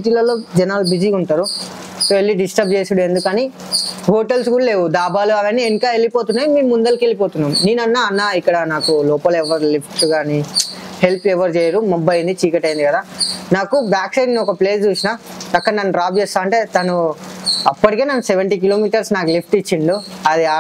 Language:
Telugu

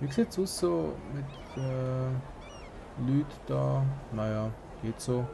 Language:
Swiss German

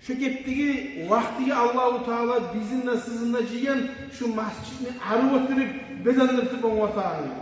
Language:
Kumyk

